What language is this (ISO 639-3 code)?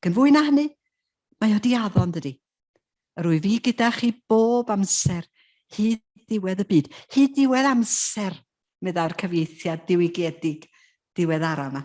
cym